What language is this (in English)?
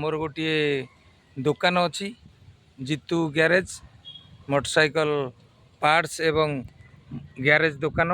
Odia